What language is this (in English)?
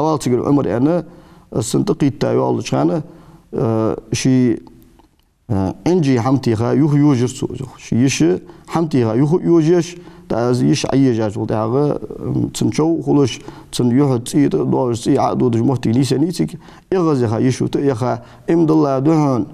Ingush